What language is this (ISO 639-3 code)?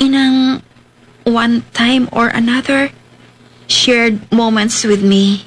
hil